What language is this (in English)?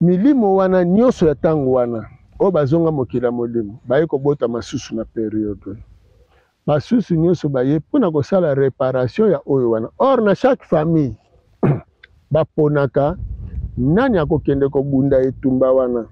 Lingala